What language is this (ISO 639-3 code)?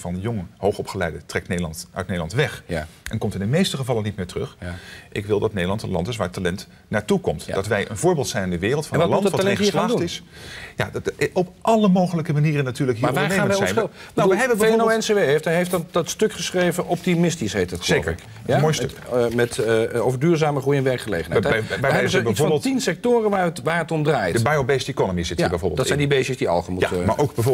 nld